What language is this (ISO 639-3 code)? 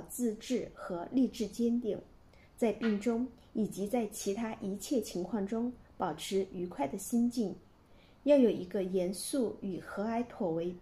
zho